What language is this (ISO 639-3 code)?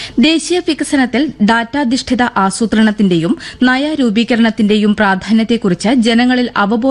mal